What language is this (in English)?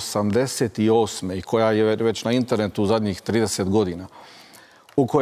Croatian